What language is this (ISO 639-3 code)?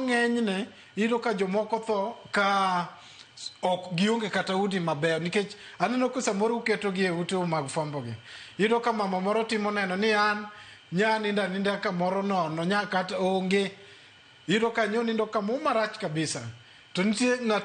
luo